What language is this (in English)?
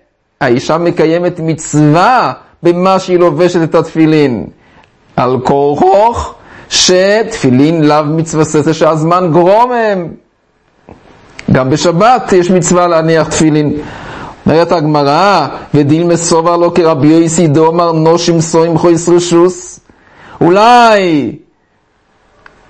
Hebrew